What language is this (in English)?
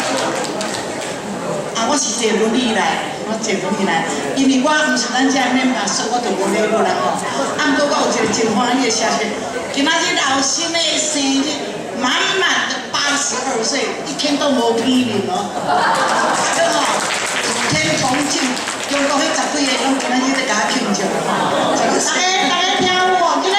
Min Nan Chinese